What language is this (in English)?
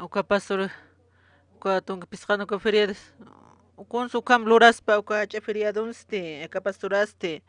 Aymara